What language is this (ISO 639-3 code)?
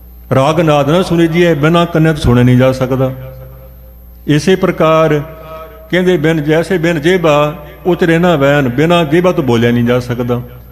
pan